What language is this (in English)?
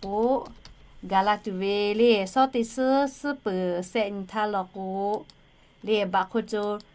Lahu